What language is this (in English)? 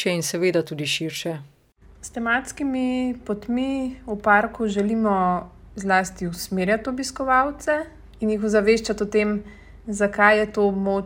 Slovenian